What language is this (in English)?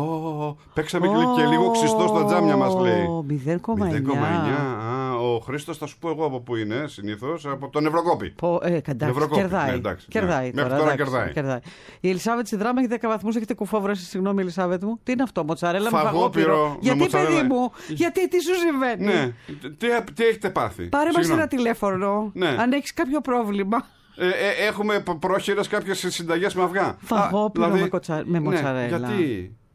Greek